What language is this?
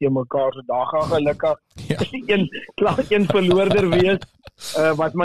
Afrikaans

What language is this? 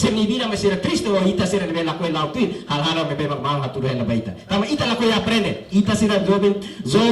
Tetum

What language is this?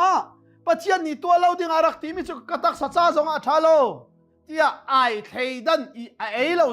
Hakha Chin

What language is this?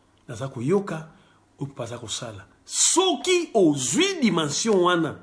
Lingala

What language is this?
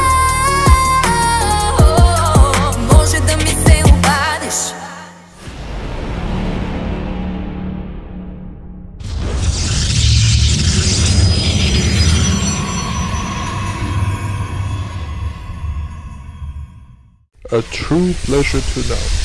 Bulgarian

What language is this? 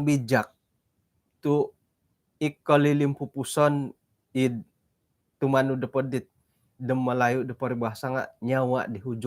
Central Dusun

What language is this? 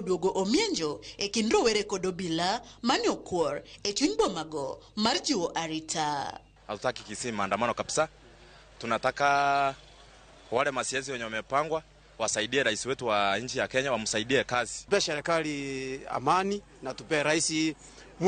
Luo (Kenya and Tanzania)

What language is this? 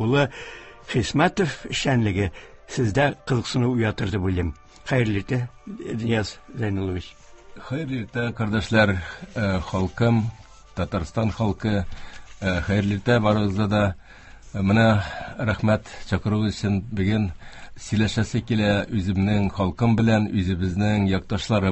Tatar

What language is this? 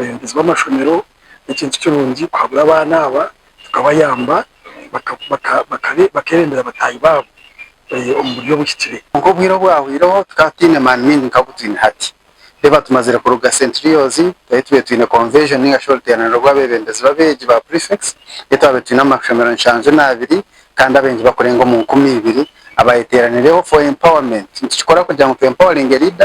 Nyankole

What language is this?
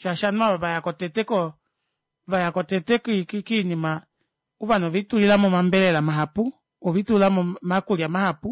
Kuanyama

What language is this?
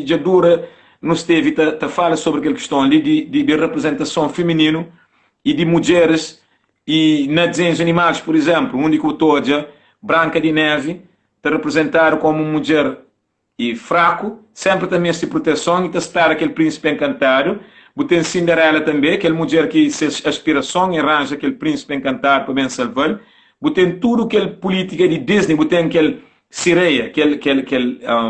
Kabuverdianu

